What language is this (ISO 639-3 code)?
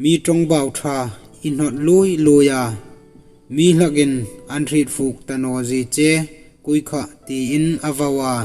hmr